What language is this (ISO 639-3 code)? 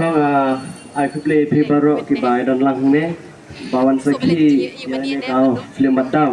kha